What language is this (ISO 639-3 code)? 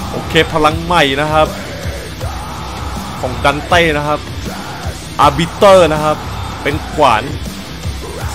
tha